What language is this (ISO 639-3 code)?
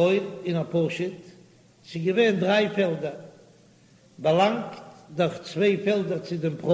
yid